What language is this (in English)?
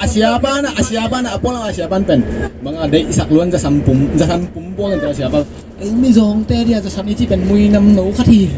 Tedim Chin